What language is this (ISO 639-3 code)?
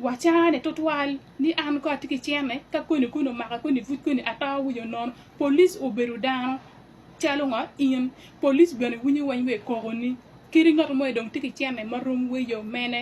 ach